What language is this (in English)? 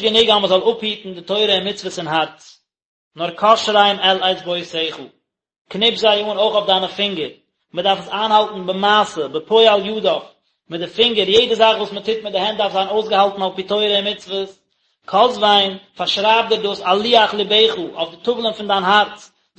Yiddish